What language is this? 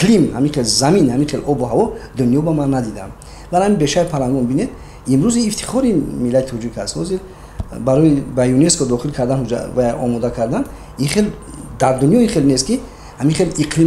Tajik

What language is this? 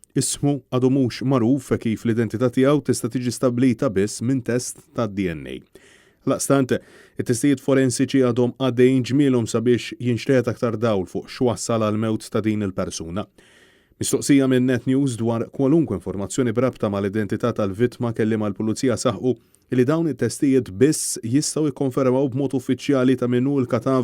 Maltese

